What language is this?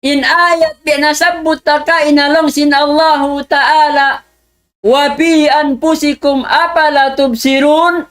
Tausug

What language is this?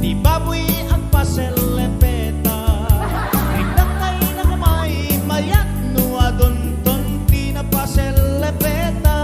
Iloko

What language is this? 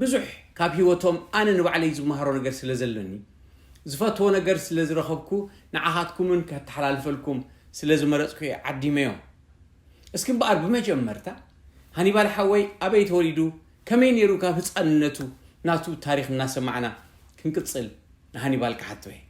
Tigrinya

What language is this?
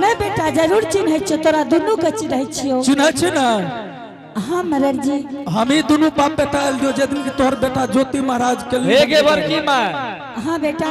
Angika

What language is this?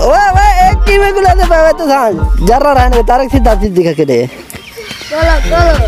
Saraiki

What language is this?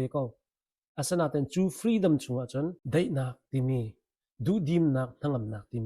Hakha Chin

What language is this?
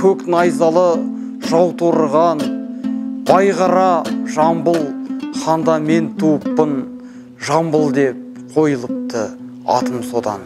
Kazakh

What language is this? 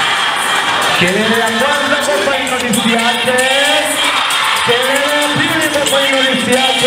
Swahili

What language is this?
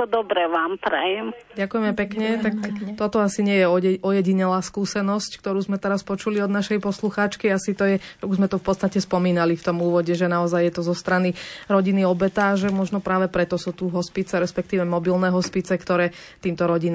Slovak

